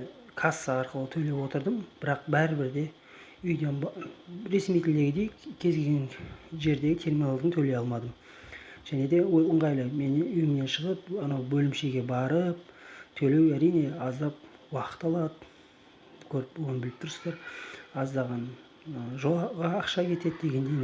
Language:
Kazakh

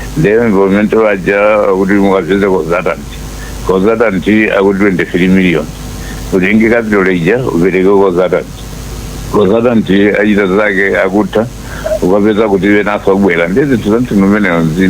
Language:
Nyanja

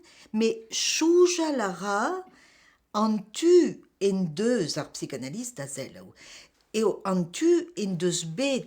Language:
Breton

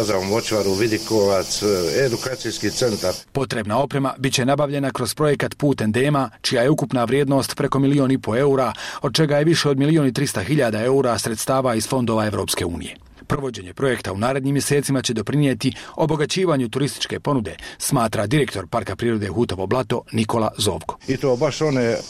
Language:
Croatian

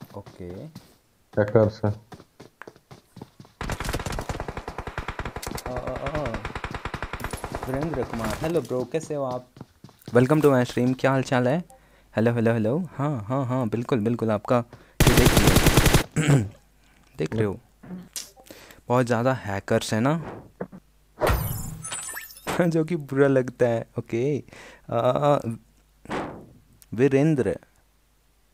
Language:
Hindi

